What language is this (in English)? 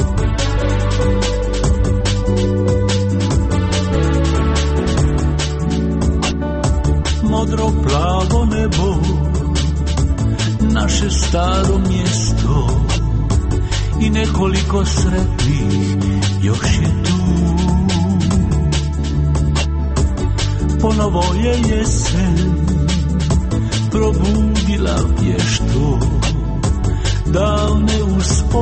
Croatian